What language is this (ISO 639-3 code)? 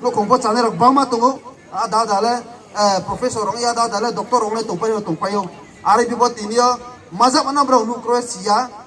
ria